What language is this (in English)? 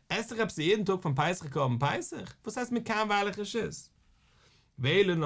Yiddish